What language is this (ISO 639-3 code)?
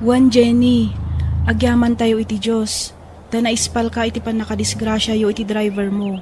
ilo